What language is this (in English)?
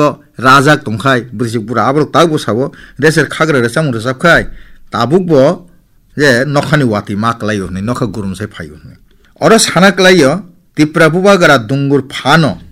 Kok Borok